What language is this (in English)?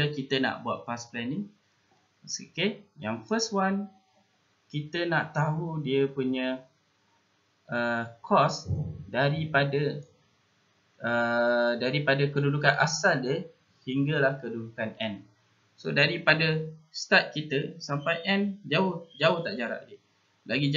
Malay